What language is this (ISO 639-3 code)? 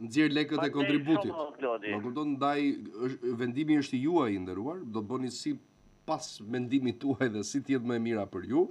sqi